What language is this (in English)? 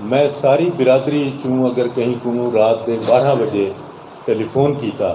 Saraiki